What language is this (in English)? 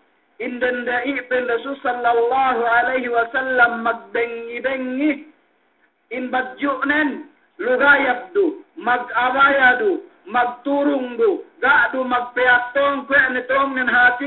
Yakan